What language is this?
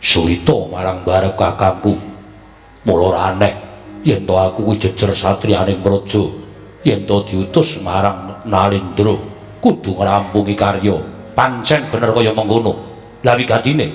Javanese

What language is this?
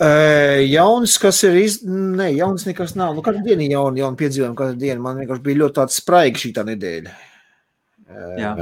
Latvian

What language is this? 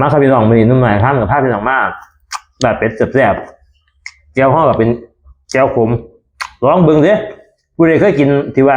Northeastern Thai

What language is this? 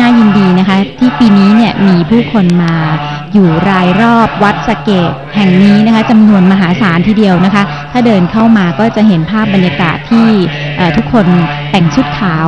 Thai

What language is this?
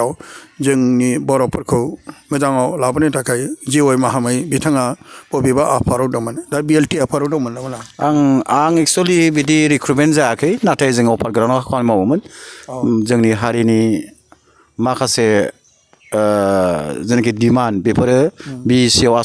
Bodo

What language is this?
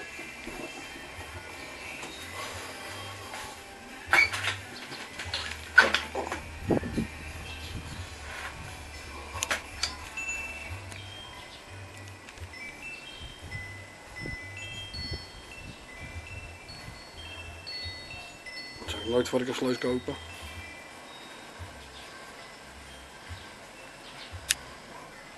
Dutch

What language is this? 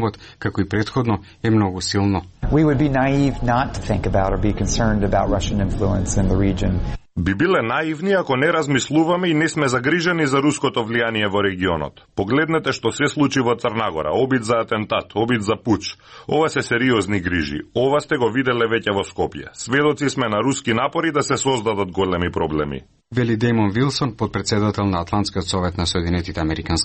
Macedonian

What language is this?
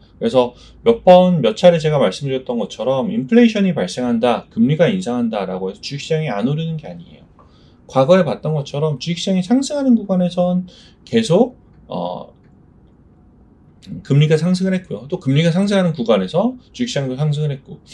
Korean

